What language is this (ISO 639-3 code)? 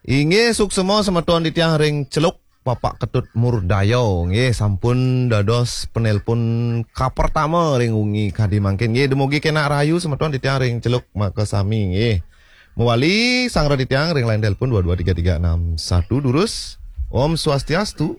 ban